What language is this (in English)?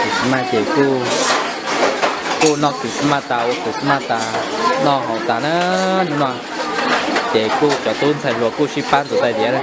Hmong